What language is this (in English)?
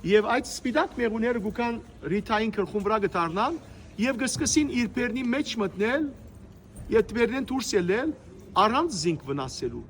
Western Armenian